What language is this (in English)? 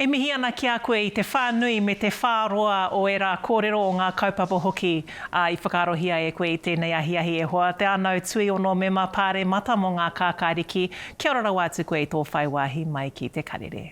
Māori